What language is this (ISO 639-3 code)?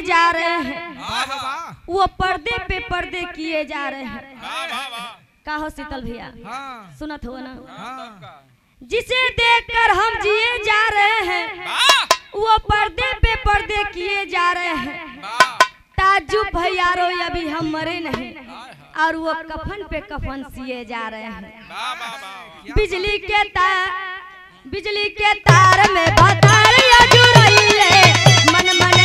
bho